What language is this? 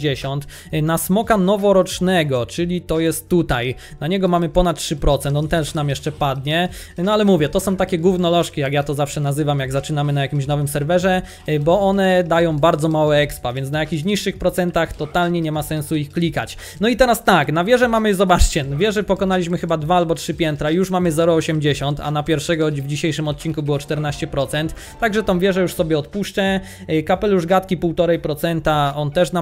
Polish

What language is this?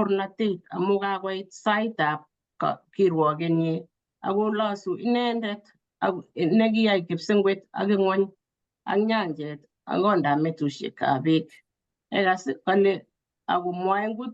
Kalenjin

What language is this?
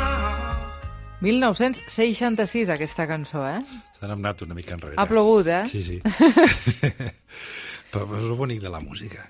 Catalan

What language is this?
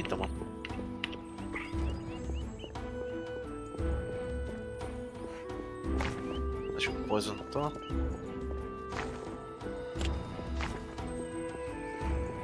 Bulgarian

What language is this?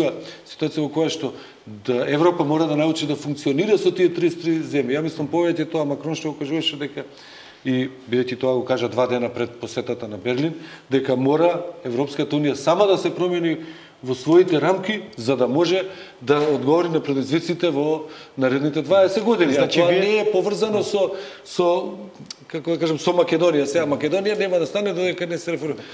Macedonian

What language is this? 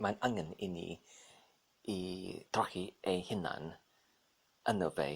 Welsh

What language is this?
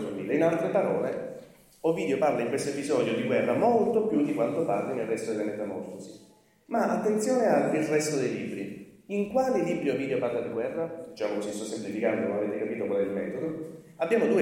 Italian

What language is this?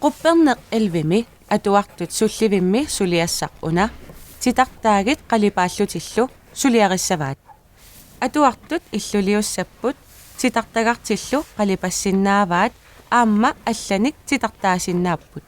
Kalaallisut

